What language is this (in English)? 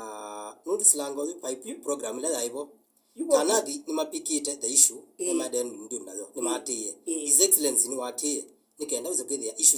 Kamba